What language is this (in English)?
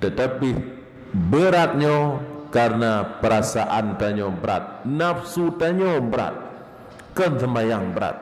Achinese